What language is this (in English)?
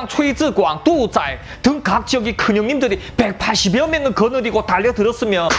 Korean